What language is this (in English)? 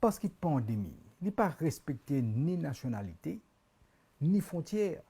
Morisyen